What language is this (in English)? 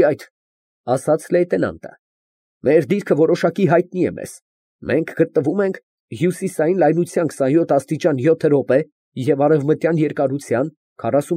Armenian